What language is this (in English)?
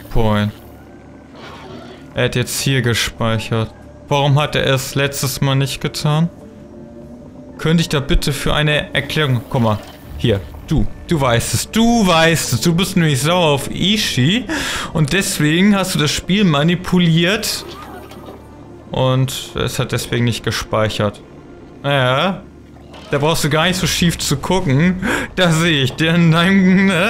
German